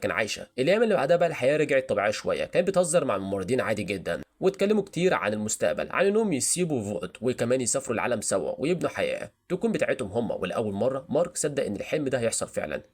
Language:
Egyptian Arabic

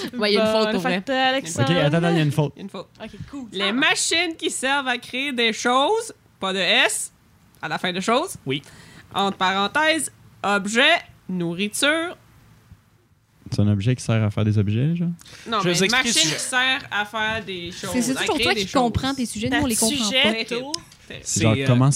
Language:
French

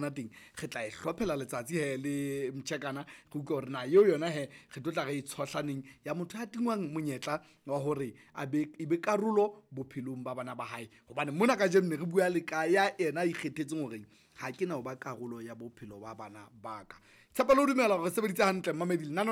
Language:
Southern Sotho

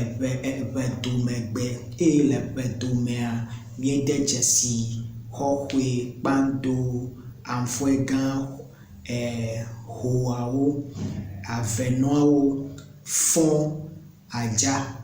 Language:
Ewe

